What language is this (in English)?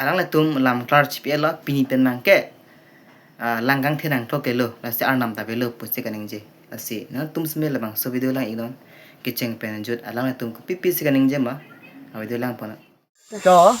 Karbi